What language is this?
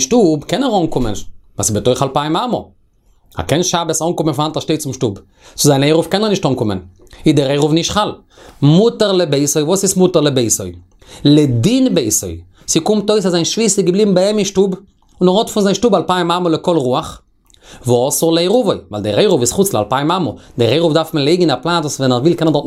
Yiddish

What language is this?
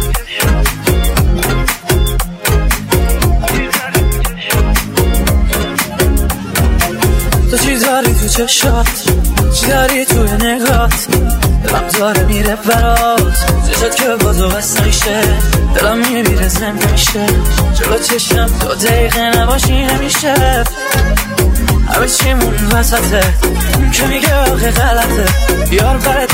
Persian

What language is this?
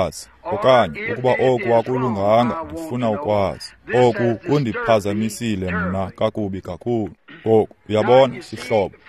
Xhosa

